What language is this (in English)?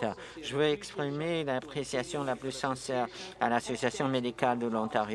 French